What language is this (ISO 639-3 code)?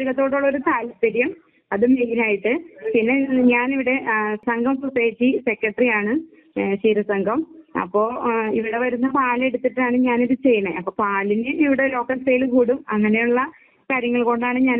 mal